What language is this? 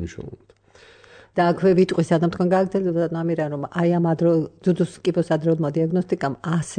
Georgian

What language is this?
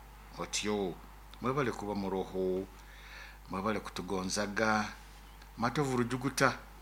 Nyoro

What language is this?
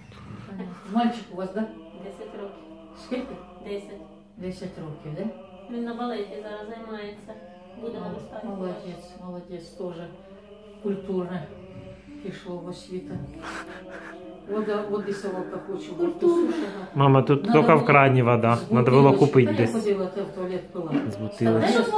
Ukrainian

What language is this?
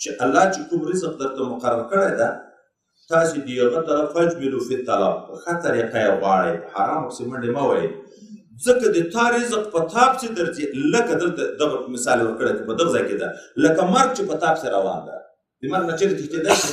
Pashto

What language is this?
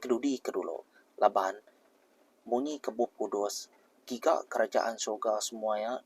Iban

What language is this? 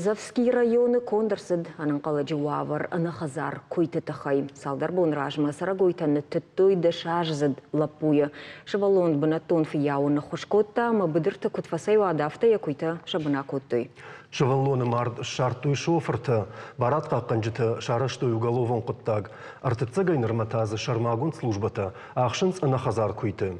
Ossetic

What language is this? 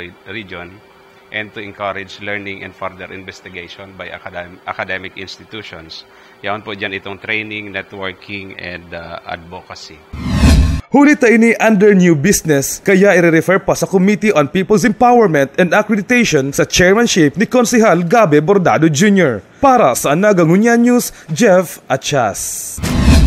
Bikol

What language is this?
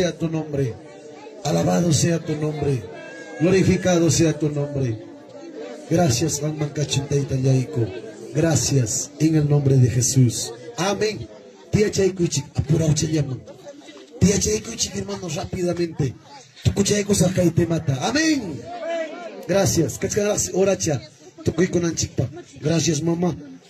Ayacucho Quechua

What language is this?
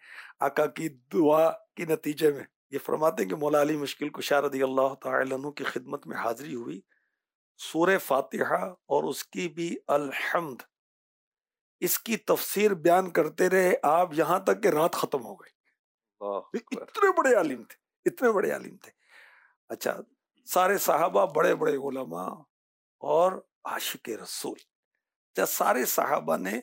Urdu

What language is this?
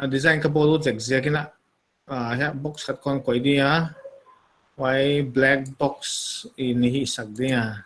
Paite Chin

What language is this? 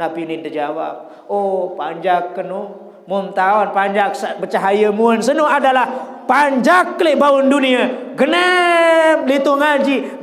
Sasak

